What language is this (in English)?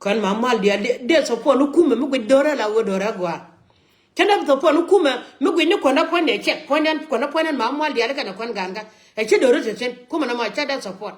Nuer